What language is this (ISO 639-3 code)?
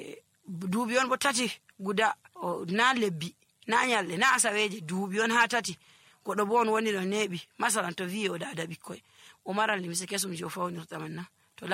fuv